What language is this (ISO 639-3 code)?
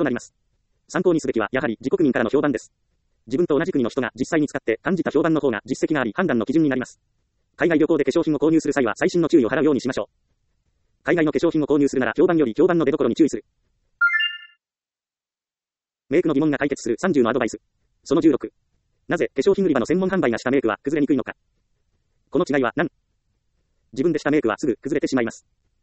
jpn